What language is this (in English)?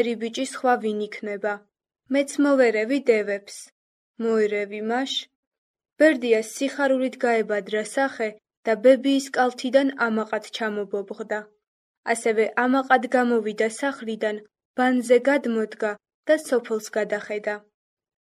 Georgian